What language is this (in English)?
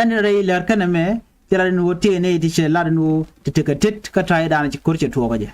Nuer